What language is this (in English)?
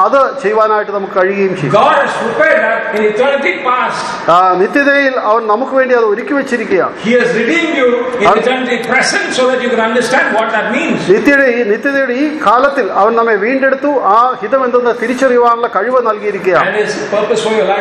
Malayalam